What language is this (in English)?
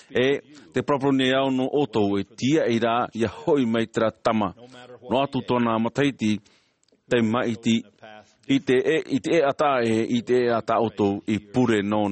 Tahitian